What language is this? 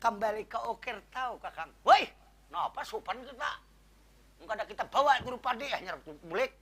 Banjar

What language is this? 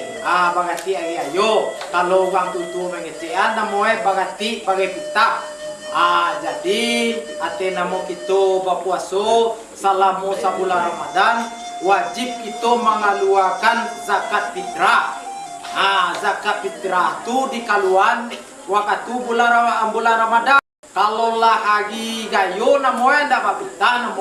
Minangkabau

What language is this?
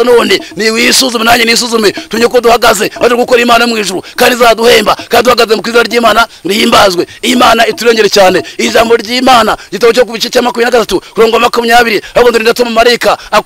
Kinyarwanda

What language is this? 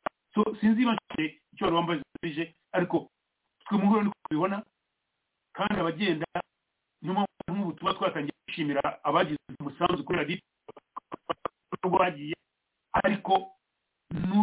Kinyarwanda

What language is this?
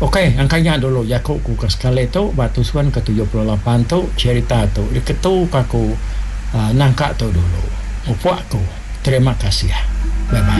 Iban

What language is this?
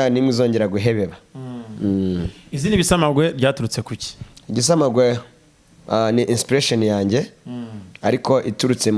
Kinyarwanda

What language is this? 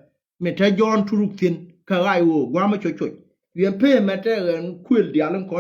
Nuer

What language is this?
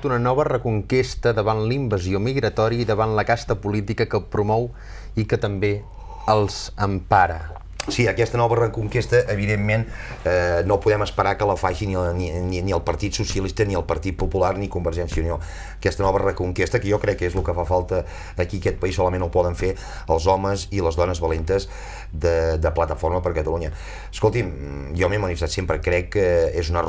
Catalan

